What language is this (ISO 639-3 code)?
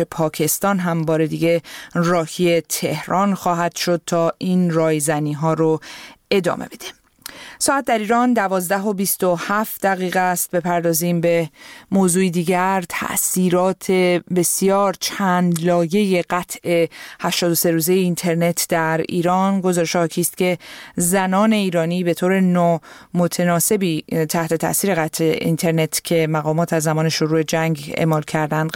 fas